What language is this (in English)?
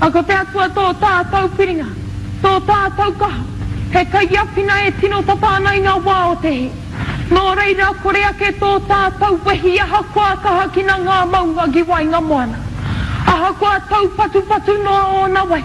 Māori